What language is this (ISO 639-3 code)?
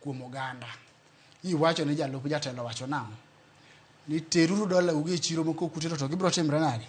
luo